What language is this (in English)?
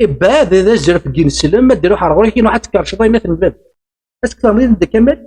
Kabyle